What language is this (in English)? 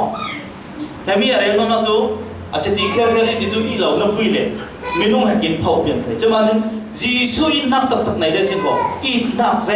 Falam Chin